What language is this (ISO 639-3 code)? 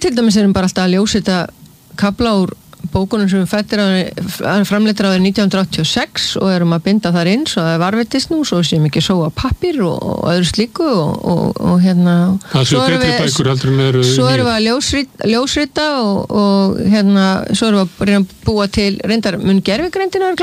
isl